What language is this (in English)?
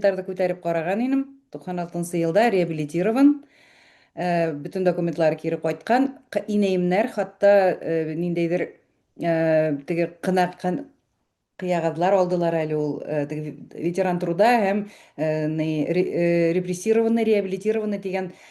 Bashkir